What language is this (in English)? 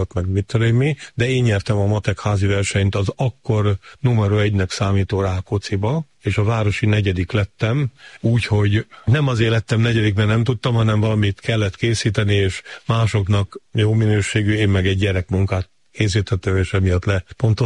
Hungarian